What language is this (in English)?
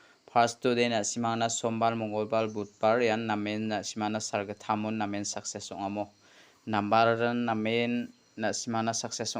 Garo